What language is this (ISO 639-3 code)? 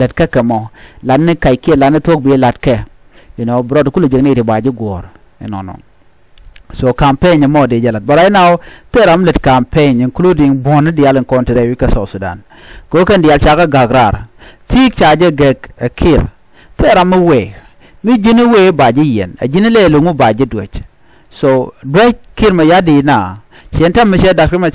nus